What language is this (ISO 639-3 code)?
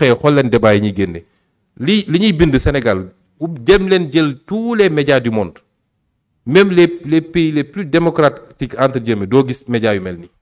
wol